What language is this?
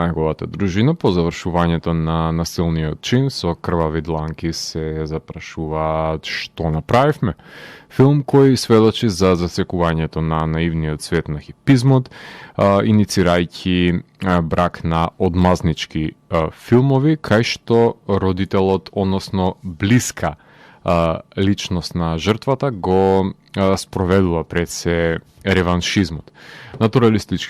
Macedonian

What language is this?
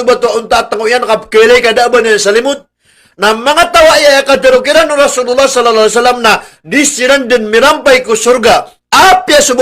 Maranao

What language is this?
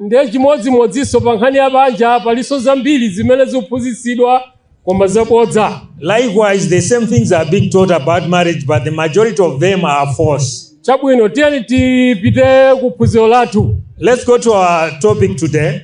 Nyanja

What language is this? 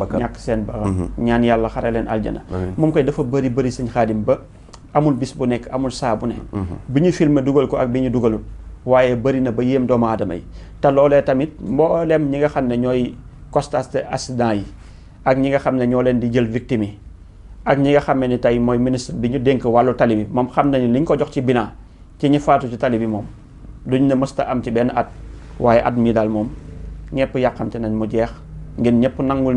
Wolof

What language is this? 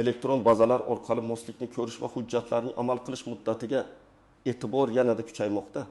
Uzbek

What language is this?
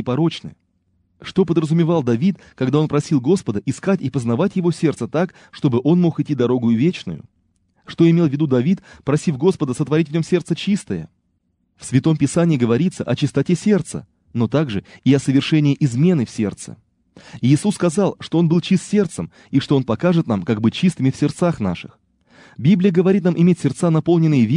Russian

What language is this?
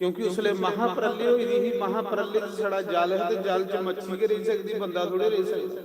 Dogri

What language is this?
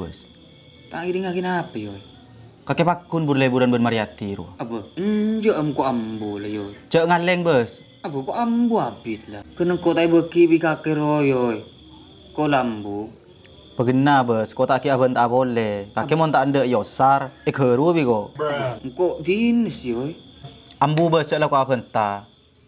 Madurese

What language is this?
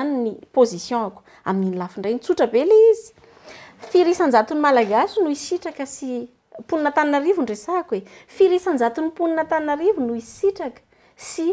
Malagasy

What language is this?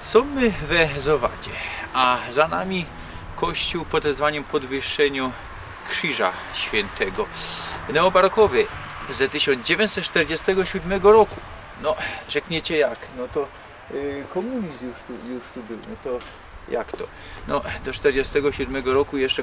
Silesian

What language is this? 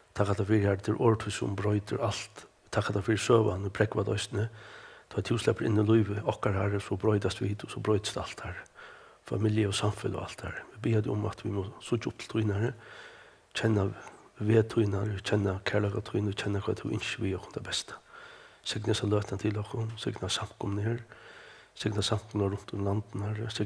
Faroese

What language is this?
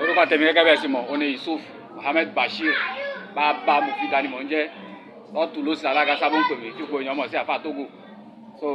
Yoruba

